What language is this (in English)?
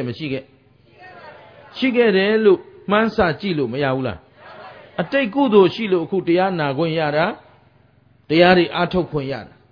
Burmese